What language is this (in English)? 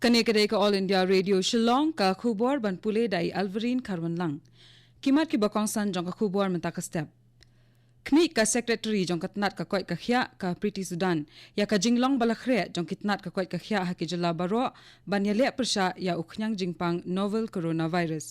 Khasi